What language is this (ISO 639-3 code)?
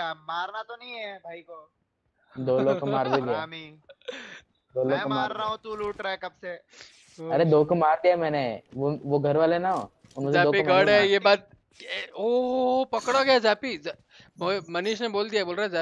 hin